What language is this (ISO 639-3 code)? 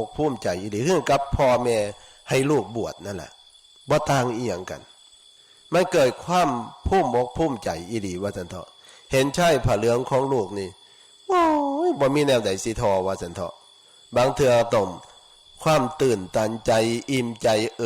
tts